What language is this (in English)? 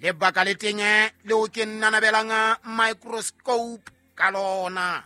Southern Sotho